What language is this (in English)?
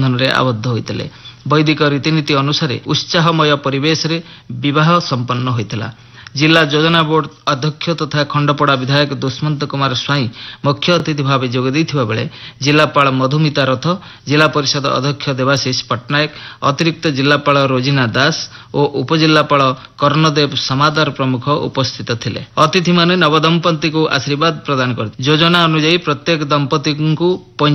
Odia